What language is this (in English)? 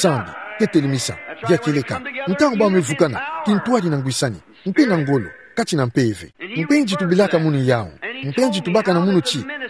Kituba (Democratic Republic of Congo)